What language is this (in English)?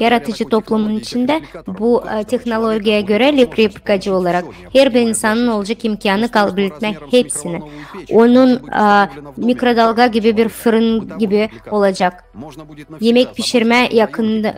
Gagauz